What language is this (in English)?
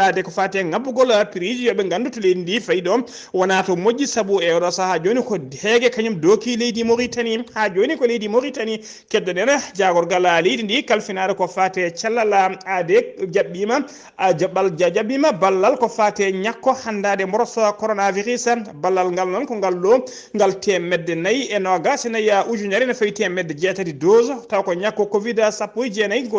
Fula